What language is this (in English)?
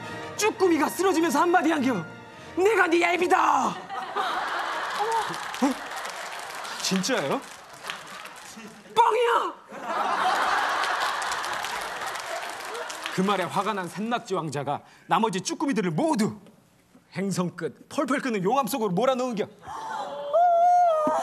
Korean